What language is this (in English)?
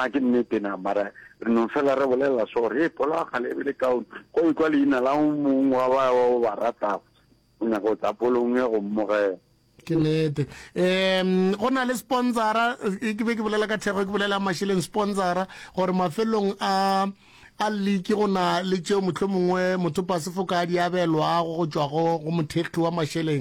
Northern Sotho